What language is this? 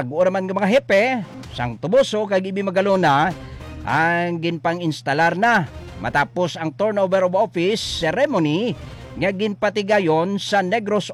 Hiligaynon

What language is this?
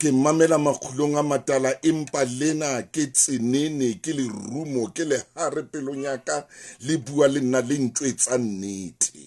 Southern Sotho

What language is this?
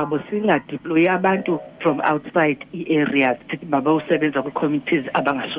Xhosa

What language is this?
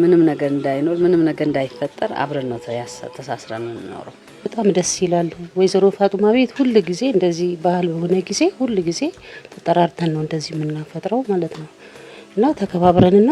Amharic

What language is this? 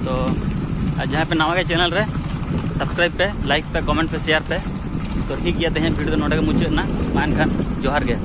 Santali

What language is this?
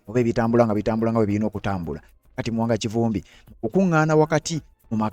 Ganda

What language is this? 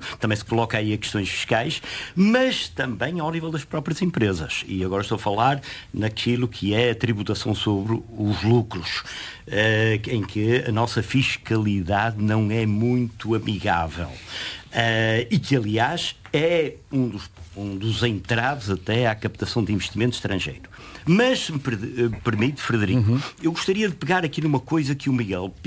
Portuguese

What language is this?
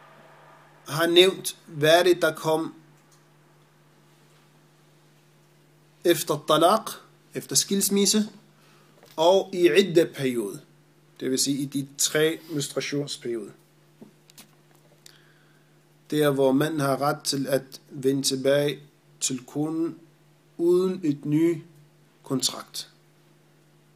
Danish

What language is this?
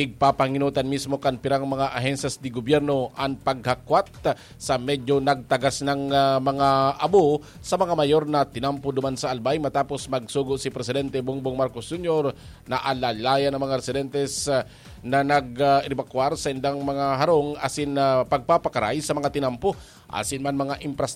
Bikol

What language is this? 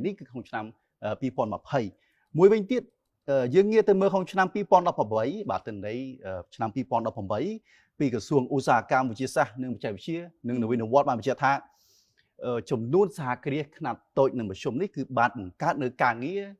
Khmer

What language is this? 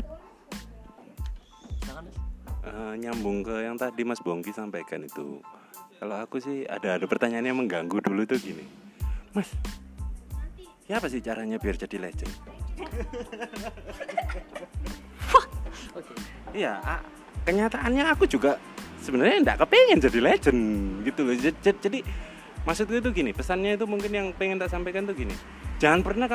Indonesian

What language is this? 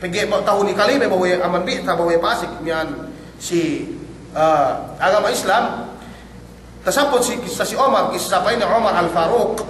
Yakan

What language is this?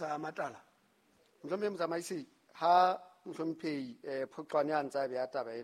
Southern Sotho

